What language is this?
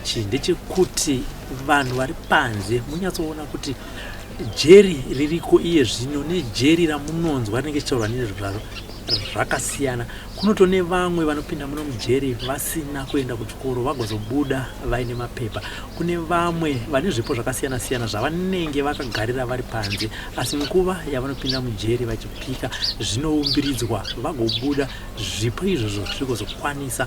Shona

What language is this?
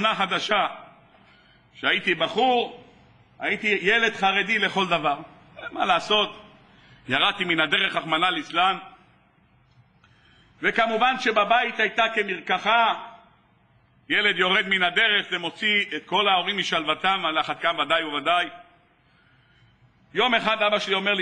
Hebrew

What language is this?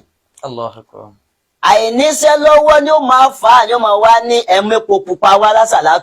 Yoruba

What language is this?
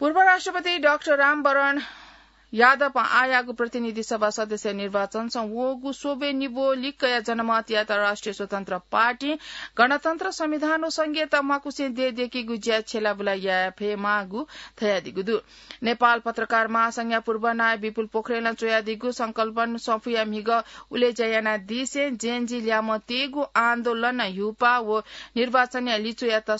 Newari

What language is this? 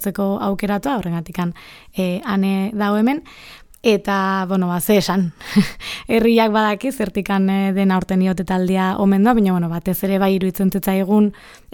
Basque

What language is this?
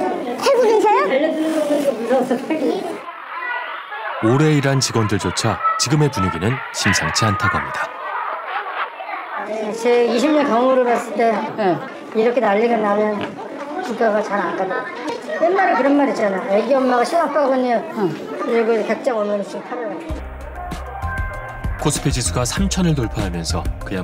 Korean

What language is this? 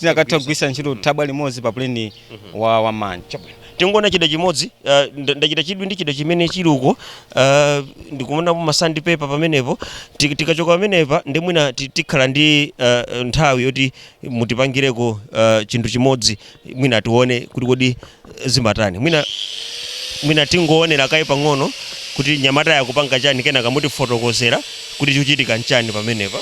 Nyanja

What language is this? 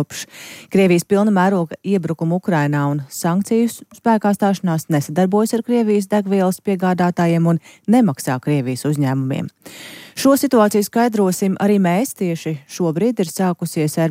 Latvian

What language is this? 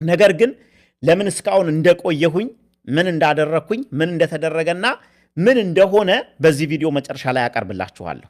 Amharic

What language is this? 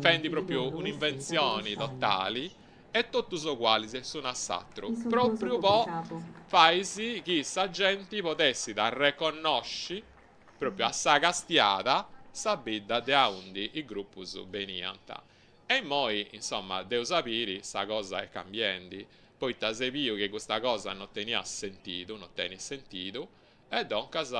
Sardinian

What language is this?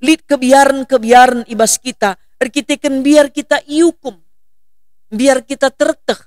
Batak Karo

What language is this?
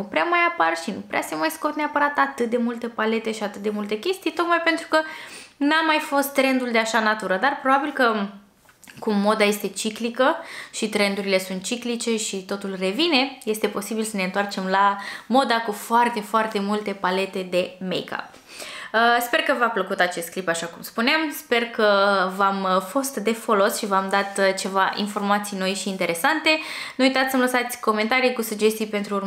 Romanian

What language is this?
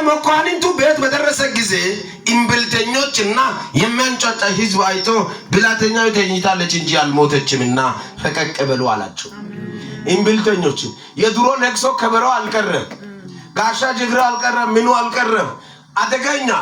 Amharic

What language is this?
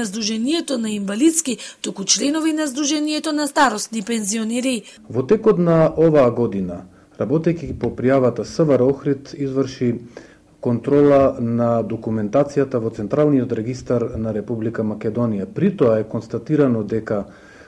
Macedonian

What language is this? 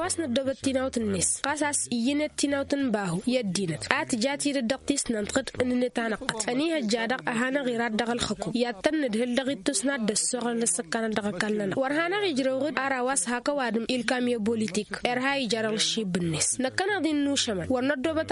Tamasheq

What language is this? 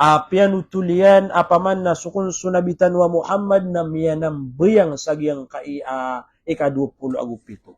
Maranao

